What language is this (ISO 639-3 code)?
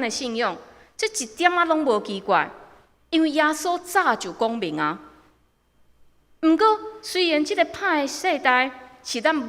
nan